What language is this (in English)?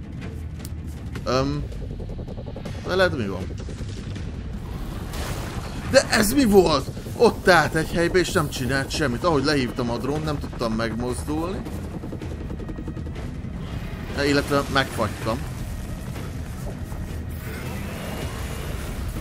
Hungarian